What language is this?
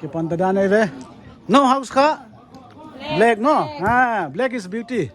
Paite Chin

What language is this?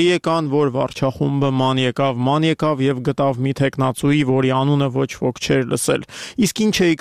Armenian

